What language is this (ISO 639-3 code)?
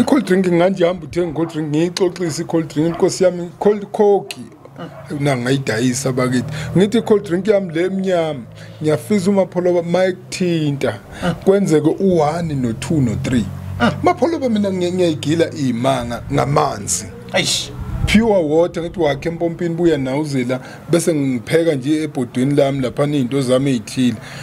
zul